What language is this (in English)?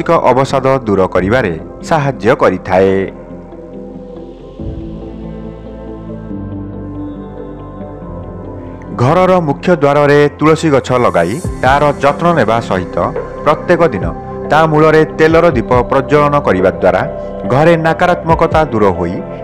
Odia